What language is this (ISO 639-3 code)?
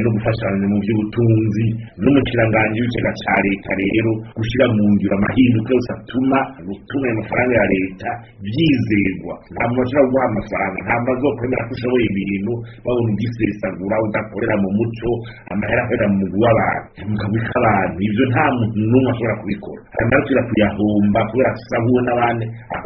run